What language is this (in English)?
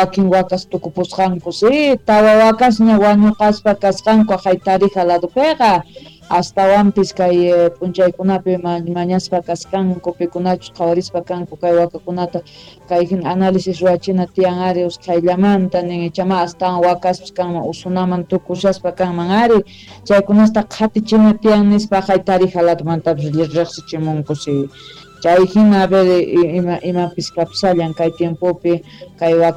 South Bolivian Quechua